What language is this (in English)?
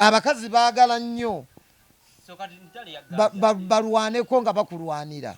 Ganda